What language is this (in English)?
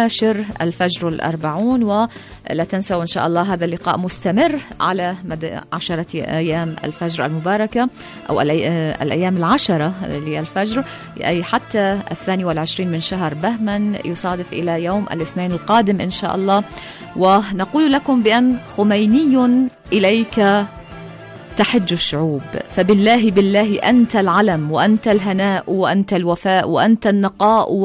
Arabic